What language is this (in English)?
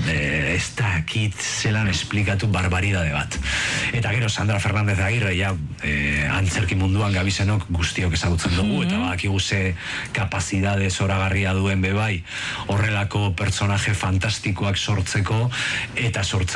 Basque